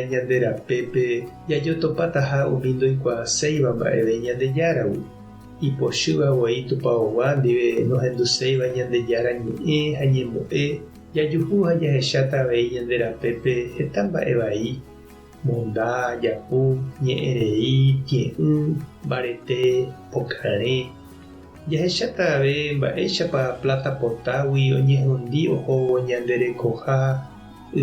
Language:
Guarani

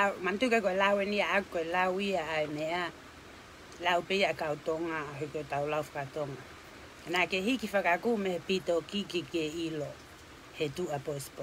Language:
Tongan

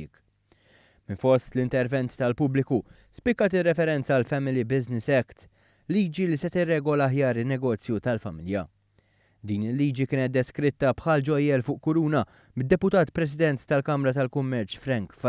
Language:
Maltese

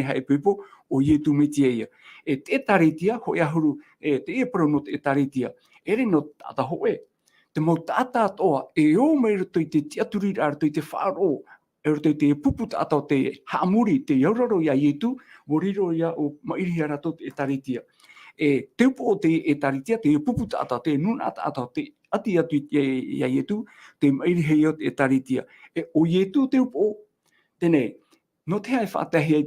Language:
Tahitian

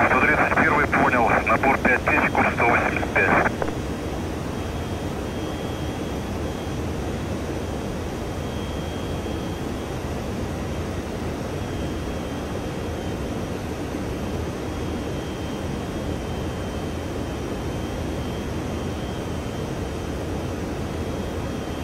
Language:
Russian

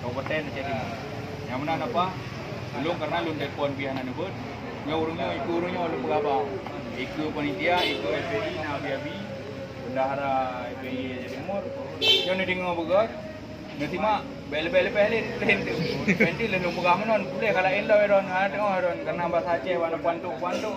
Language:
Achinese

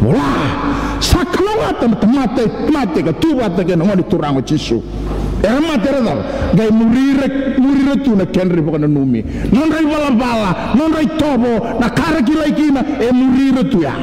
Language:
Fijian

